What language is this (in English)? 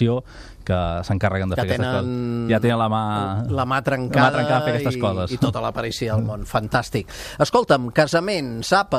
Catalan